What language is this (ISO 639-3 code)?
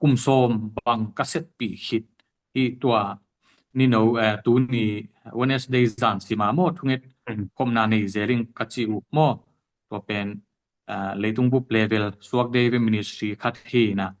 ctd